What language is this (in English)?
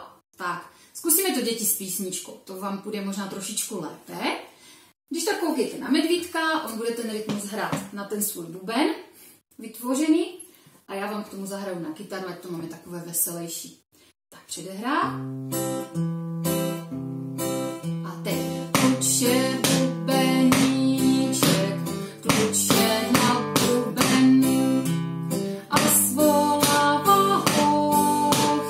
Czech